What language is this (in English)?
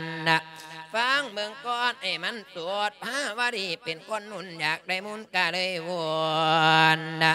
Lao